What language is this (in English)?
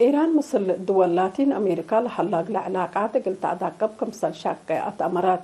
Tigre